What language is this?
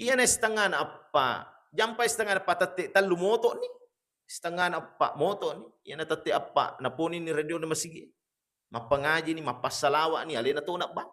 Buginese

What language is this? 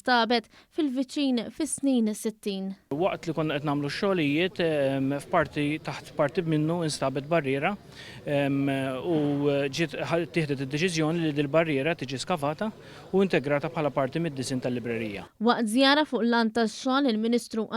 Maltese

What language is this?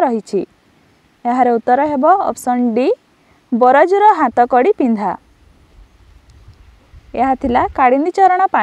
Odia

